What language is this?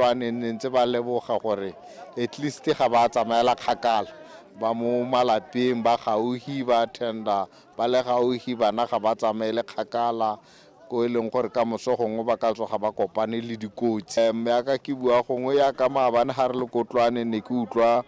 Tswana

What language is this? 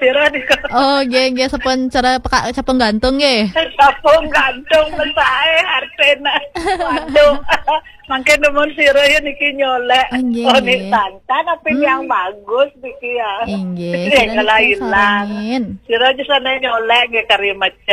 Balinese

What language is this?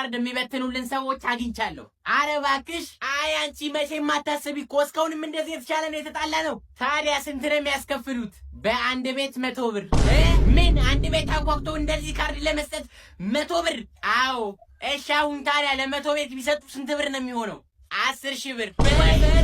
Amharic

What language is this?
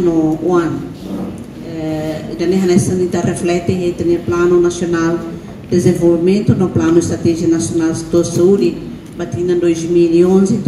Tetum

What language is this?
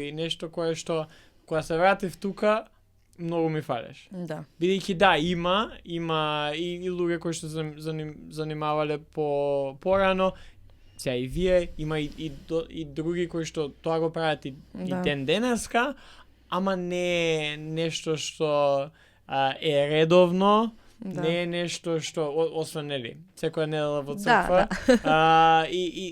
Macedonian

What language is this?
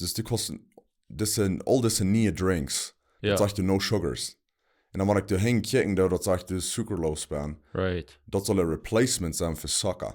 Plautdietsch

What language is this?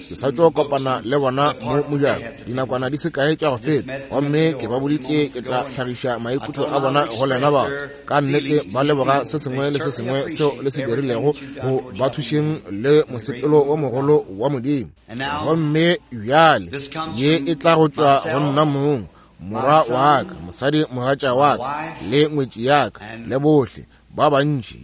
Northern Sotho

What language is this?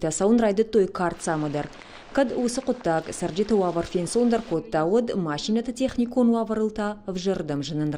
Ossetic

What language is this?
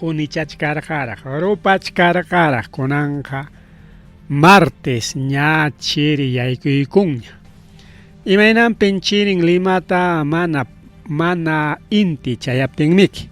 Ayacucho Quechua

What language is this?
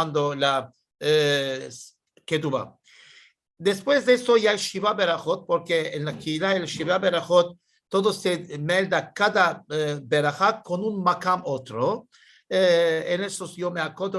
Ladino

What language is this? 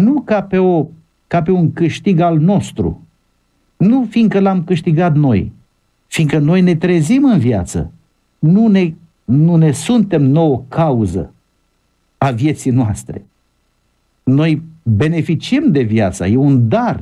Romanian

